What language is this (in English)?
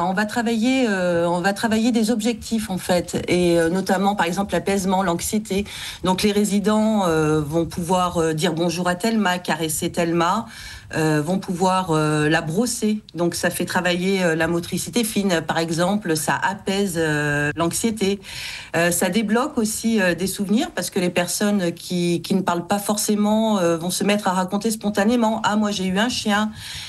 French